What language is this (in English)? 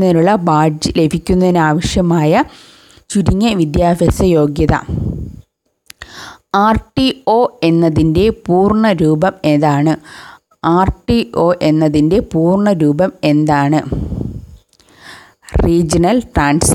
Malayalam